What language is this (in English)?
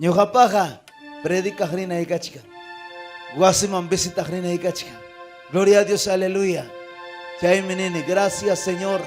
Ayacucho Quechua